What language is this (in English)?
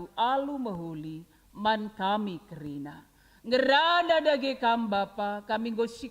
Batak Karo